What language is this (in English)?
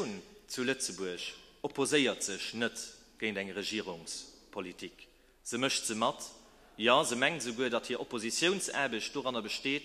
Luxembourgish